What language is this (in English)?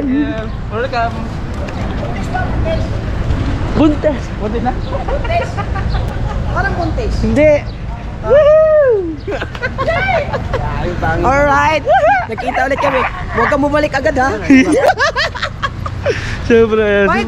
Filipino